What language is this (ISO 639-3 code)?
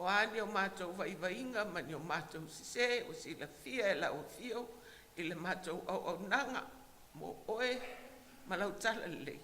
smo